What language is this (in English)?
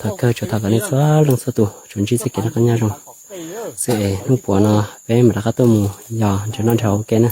Hmong